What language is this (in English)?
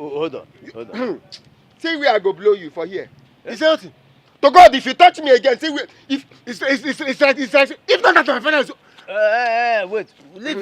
Nigerian Pidgin